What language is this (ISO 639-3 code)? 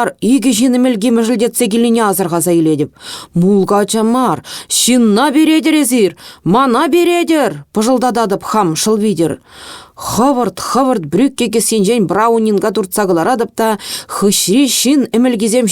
chv